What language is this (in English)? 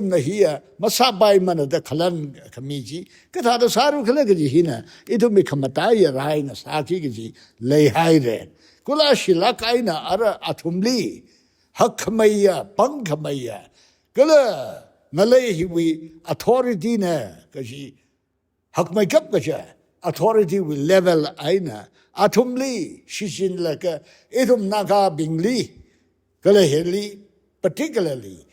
Tangkhul Naga (India)